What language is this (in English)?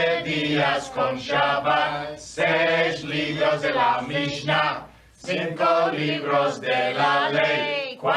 Ladino